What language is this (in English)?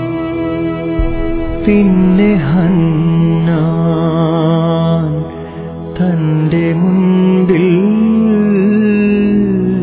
Malayalam